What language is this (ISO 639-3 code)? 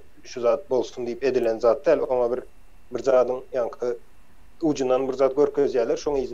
tuk